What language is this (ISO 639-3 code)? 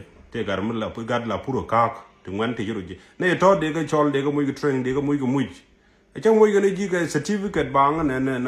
nus